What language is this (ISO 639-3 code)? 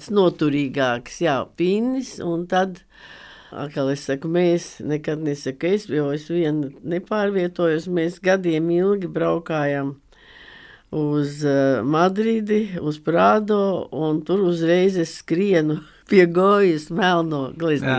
lav